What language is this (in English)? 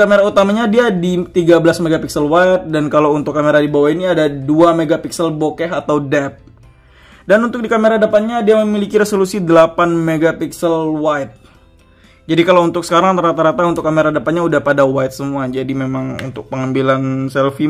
Indonesian